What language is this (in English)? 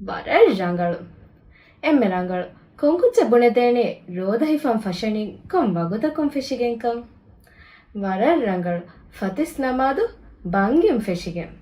Divehi